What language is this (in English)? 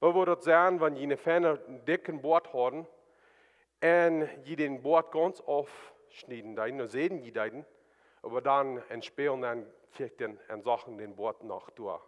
Plautdietsch